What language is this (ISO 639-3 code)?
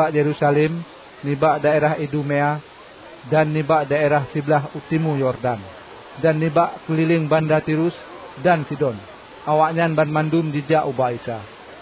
ace